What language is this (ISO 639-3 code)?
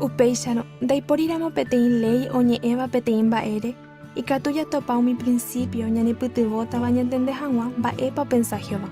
grn